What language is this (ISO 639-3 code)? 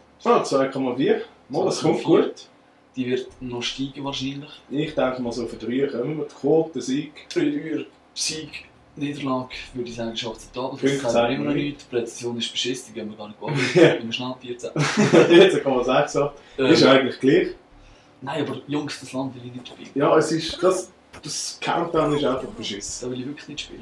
gsw